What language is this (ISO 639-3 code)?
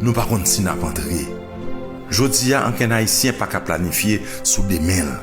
hat